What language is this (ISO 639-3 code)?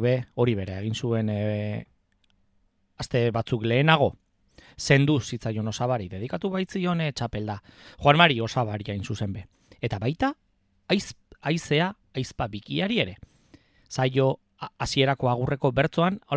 eus